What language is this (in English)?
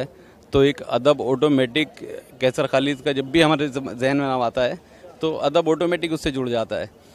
Urdu